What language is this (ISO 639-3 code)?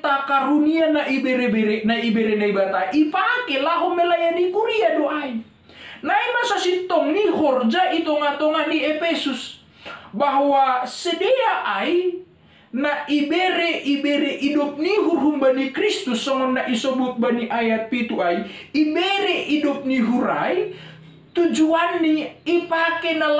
bts